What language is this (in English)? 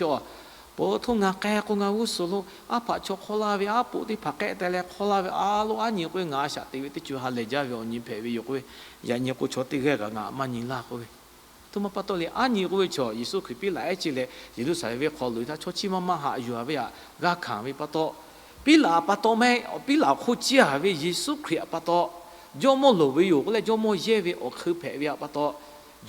Lahu